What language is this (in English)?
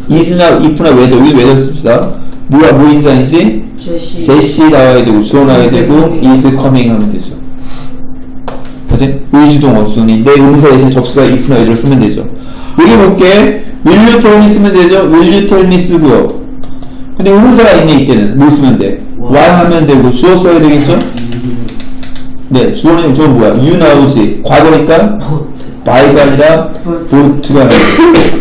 Korean